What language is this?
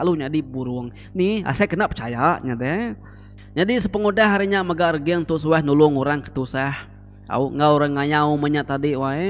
Iban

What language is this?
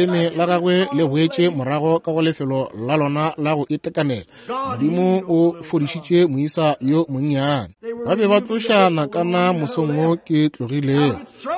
Northern Sotho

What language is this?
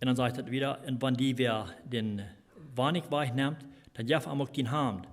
Plautdietsch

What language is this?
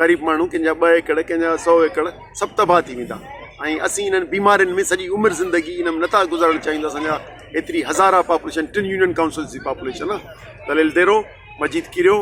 Sindhi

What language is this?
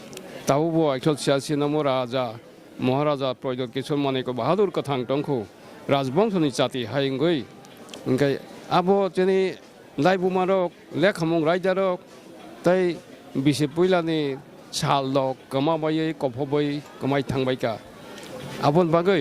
Kok Borok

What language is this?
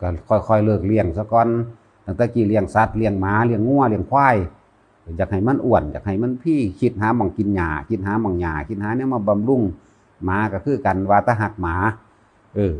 Northeastern Thai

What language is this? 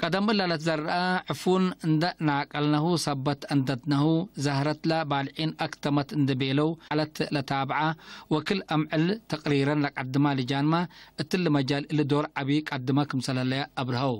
Tigre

